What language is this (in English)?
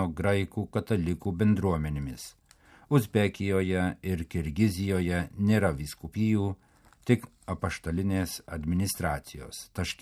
Lithuanian